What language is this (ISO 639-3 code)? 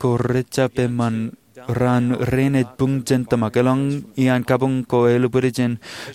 mah